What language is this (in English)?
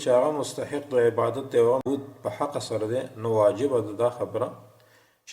Pashto